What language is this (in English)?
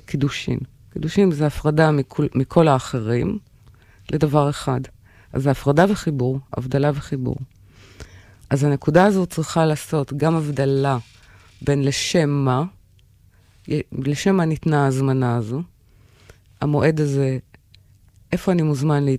Hebrew